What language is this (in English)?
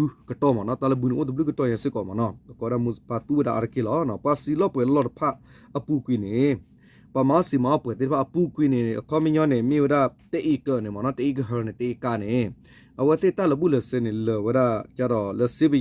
S'gaw Karen